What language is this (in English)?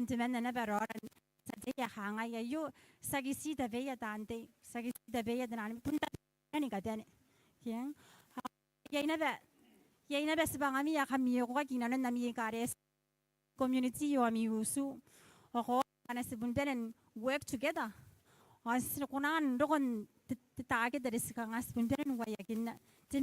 Gilbertese